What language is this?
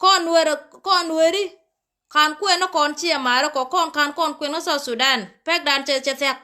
Nuer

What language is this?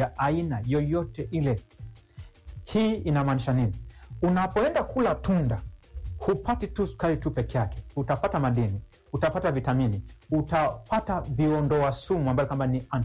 Swahili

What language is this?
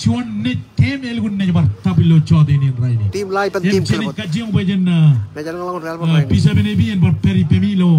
Marshallese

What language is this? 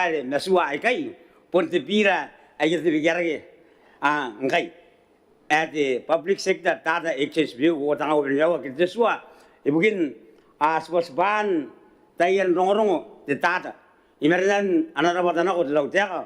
Gilbertese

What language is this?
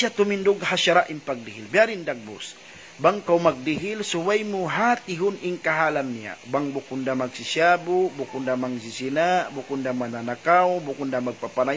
Tausug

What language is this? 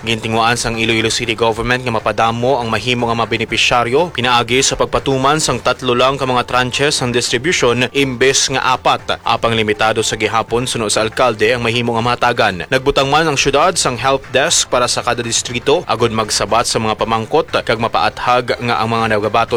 Hiligaynon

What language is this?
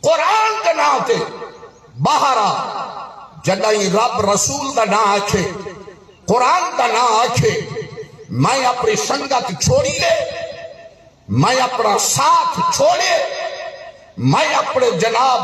Saraiki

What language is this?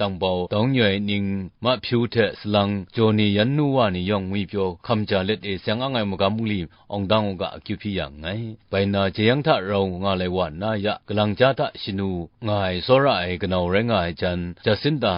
Kachin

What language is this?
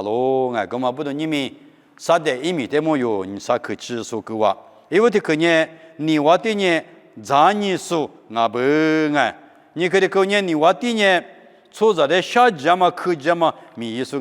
Lisu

